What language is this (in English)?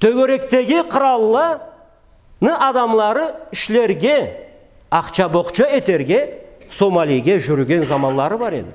Karachay-Balkar